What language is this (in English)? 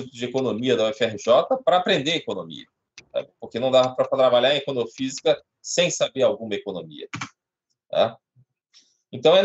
Portuguese